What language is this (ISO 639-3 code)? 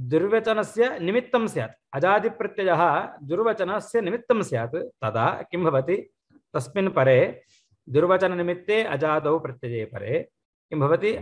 san